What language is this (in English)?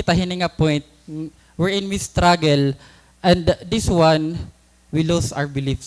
Waray